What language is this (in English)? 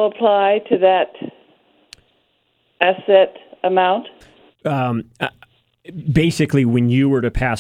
English